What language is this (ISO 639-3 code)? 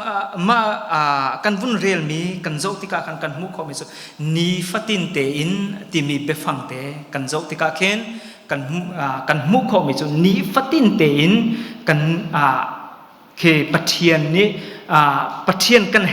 cnh